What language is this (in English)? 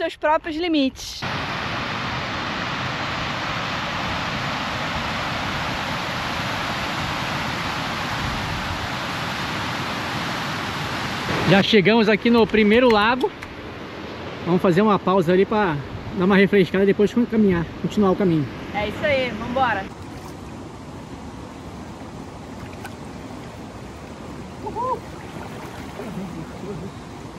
Portuguese